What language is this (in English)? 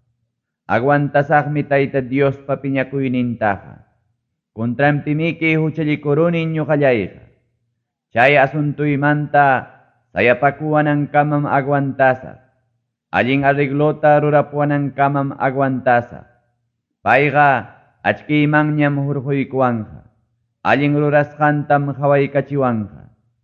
Ayacucho Quechua